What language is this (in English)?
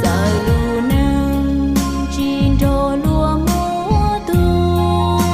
Hmong